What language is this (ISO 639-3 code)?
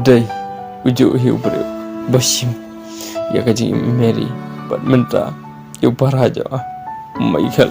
kha